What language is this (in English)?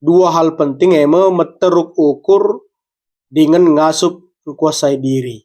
Batak Karo